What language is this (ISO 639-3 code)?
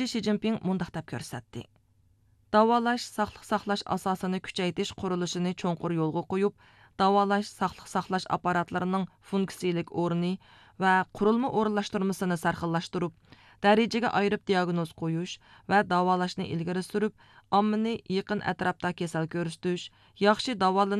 uig